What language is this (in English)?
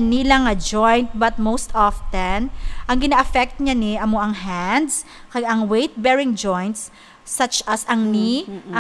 Hiligaynon